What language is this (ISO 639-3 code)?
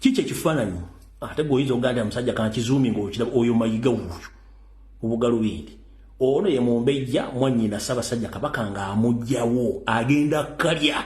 lug